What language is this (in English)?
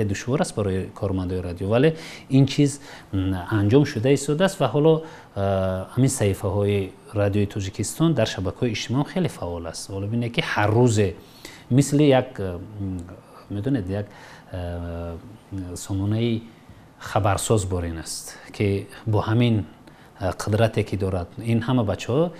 Tajik